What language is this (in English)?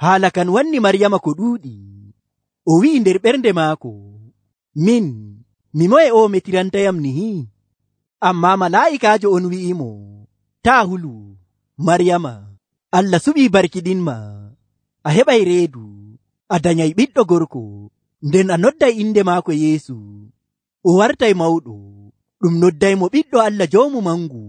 Nigerian Fulfulde